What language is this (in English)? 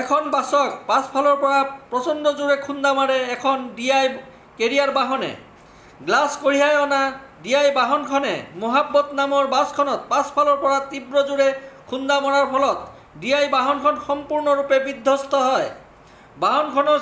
Assamese